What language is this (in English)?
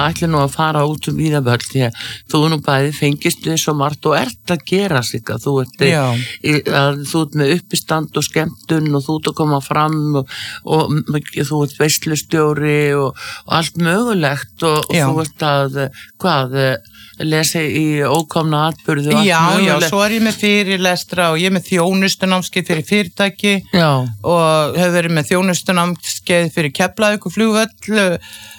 Icelandic